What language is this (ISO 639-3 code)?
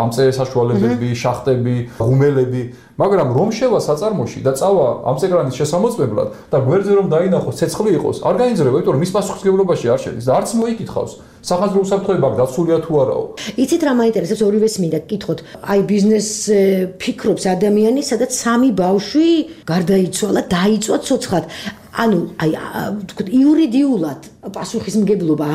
kat